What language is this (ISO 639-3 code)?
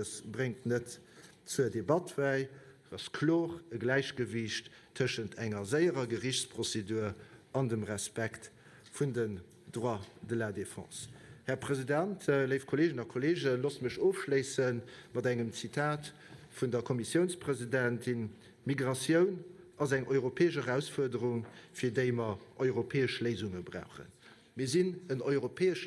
ltz